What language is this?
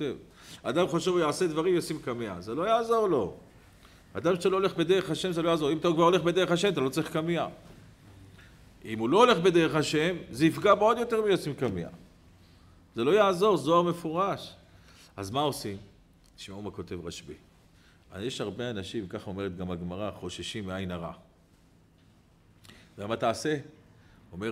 Hebrew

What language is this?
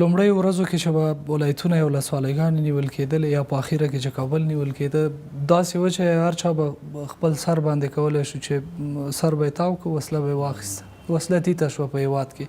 Pashto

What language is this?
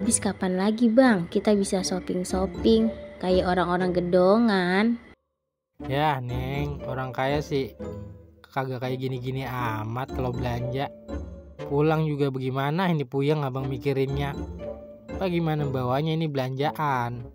Betawi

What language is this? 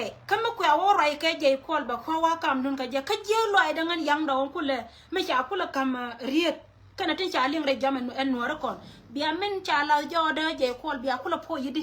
Nuer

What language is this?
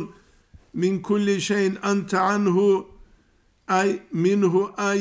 Avaric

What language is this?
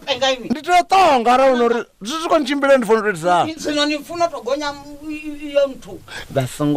Venda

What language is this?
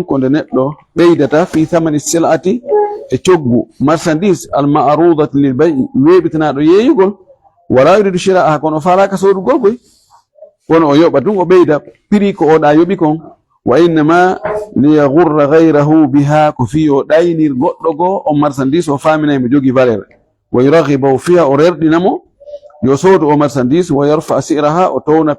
Fula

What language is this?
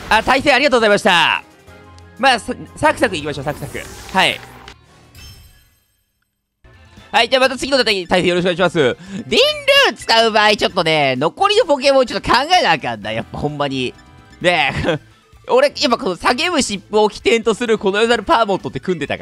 Japanese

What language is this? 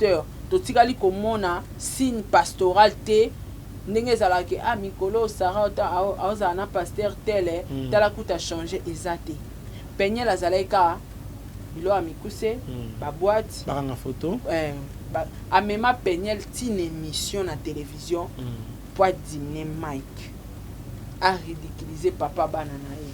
Lingala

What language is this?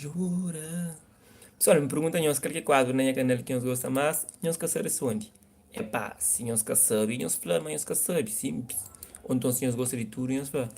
Kabuverdianu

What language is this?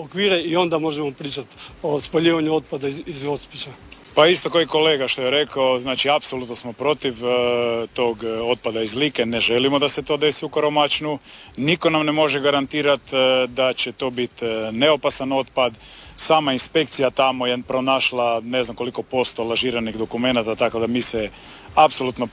Croatian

